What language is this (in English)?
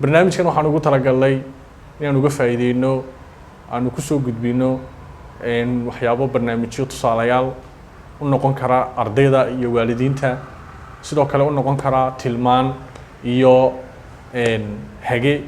Somali